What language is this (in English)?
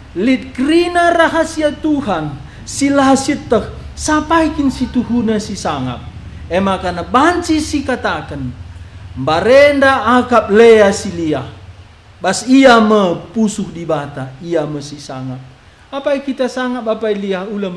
Batak Karo